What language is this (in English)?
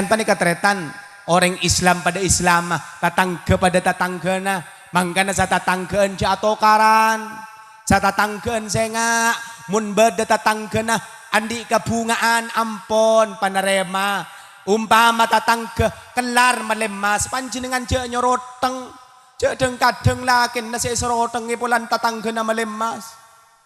Madurese